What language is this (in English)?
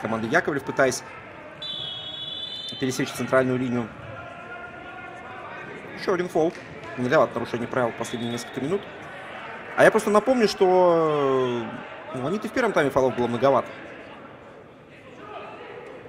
Russian